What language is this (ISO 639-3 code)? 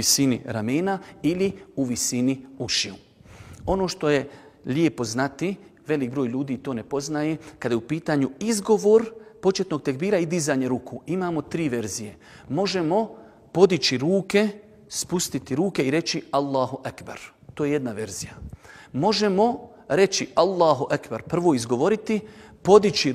bos